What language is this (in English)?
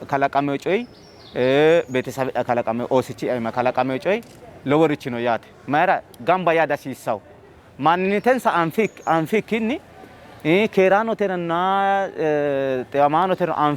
Sidamo